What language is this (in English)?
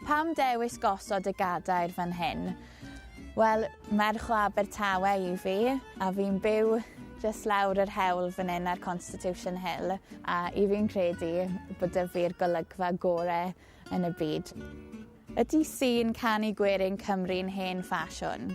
Welsh